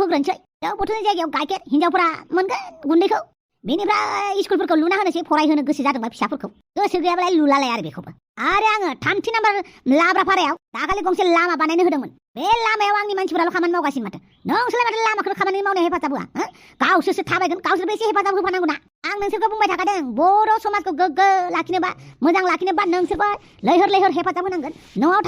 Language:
Bodo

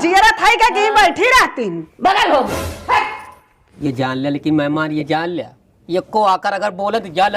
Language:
Awadhi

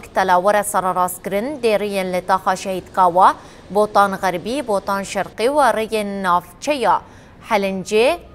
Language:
Kurdish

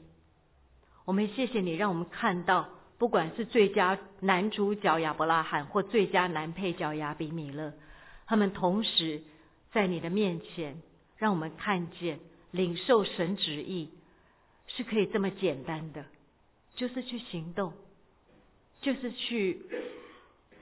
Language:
Chinese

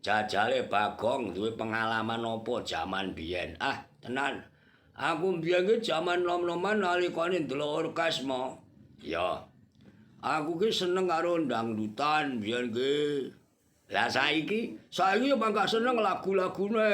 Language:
Javanese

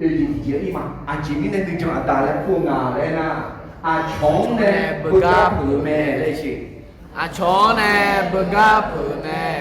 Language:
Akha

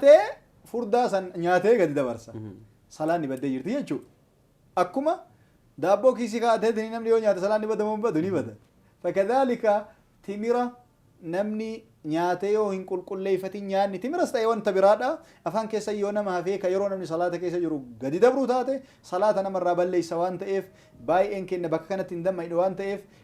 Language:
Oromo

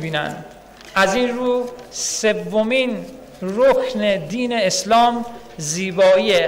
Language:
Persian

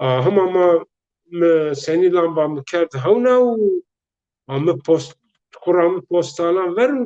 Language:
Zaza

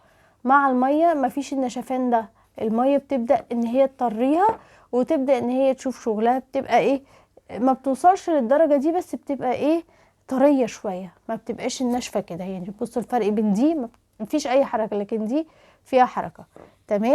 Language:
Egyptian Arabic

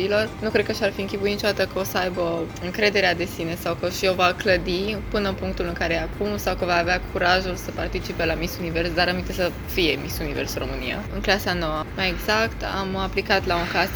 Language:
Romanian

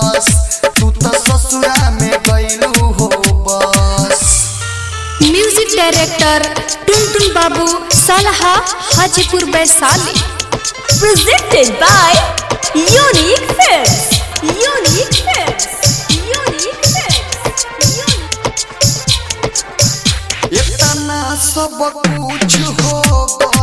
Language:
Bhojpuri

